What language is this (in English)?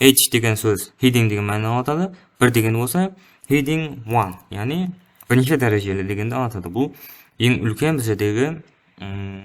Kara-Kalpak